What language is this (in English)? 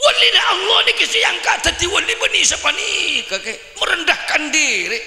Madurese